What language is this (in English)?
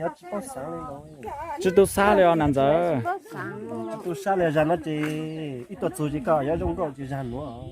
Hmong